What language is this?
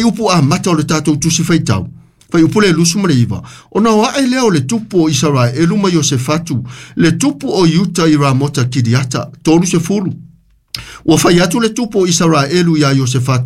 Samoan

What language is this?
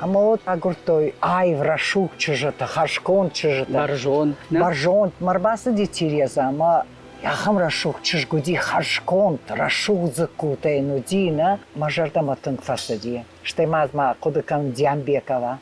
Ossetic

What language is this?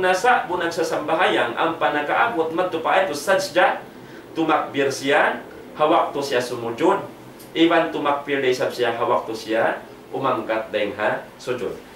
Tausug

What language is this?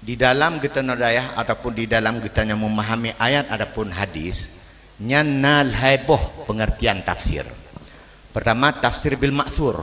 Achinese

